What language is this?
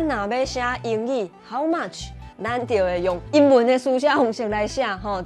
Min Nan Chinese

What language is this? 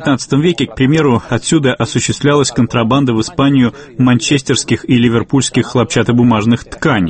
Russian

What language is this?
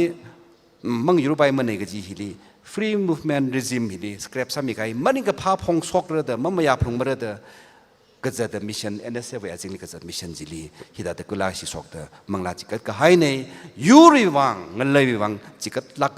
Tangkhul Naga (India)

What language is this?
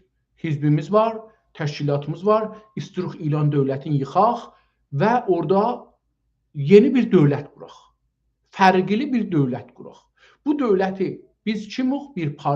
South Azerbaijani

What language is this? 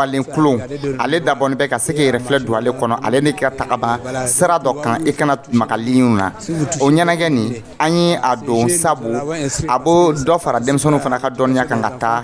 Dyula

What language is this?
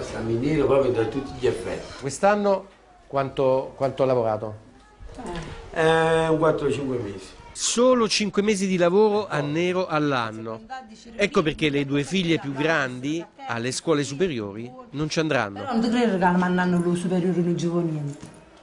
Italian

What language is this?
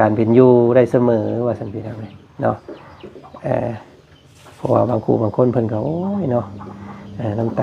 Lao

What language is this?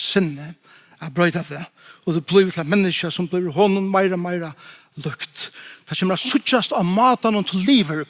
Faroese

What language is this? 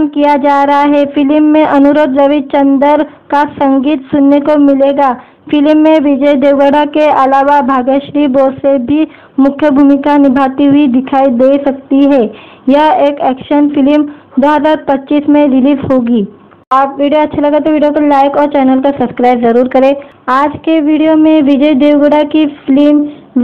Hindi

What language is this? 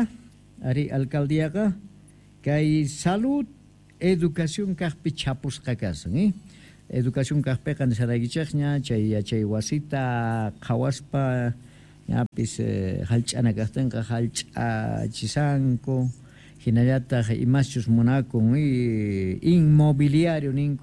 Quechua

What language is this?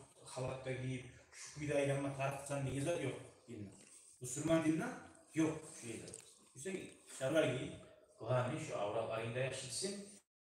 Kumyk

